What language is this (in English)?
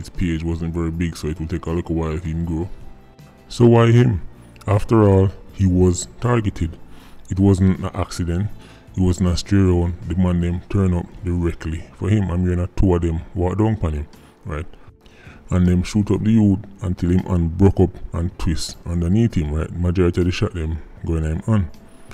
Jamaican Creole English